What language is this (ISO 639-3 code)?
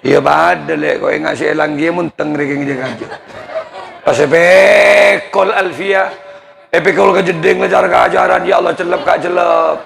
mad